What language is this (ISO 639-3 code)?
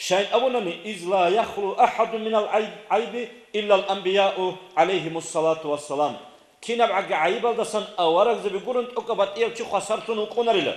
ava